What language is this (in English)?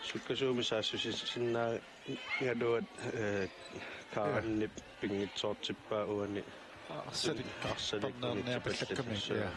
Kalaallisut